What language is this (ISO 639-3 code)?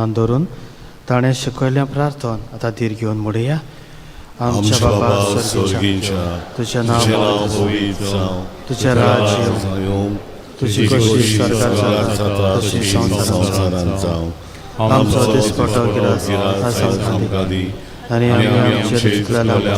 kok